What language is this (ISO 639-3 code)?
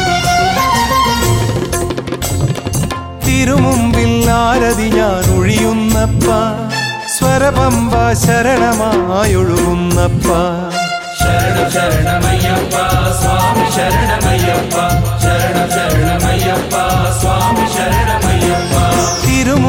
mal